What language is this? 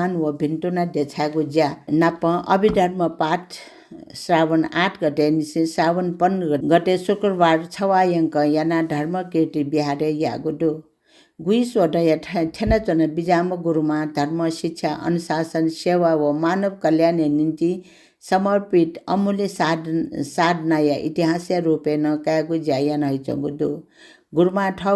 Newari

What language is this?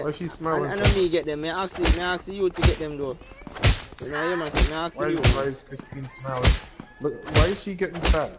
Jamaican Creole English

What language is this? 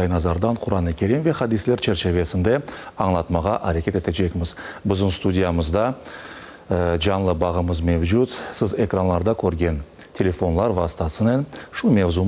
Crimean Tatar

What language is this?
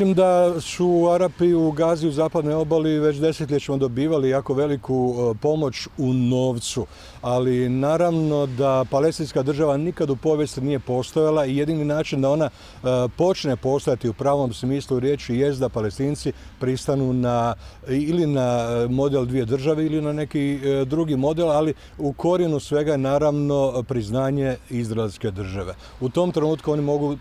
Croatian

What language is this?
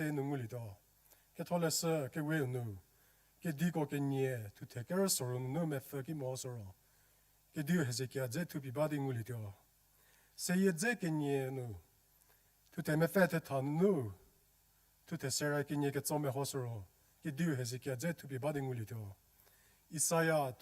Angami Naga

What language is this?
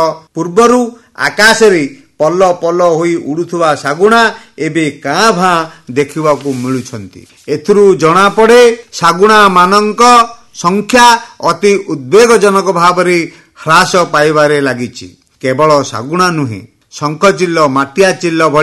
Odia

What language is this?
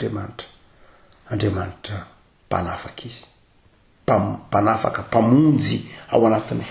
Malagasy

